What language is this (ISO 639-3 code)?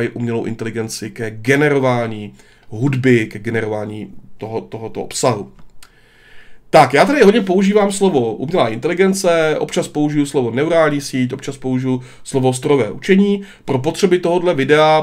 ces